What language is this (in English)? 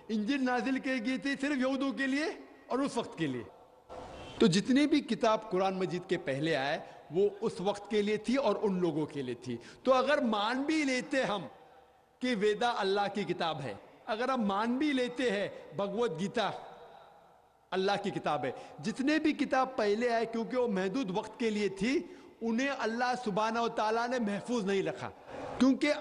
Urdu